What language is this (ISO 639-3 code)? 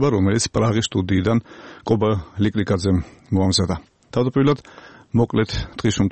kat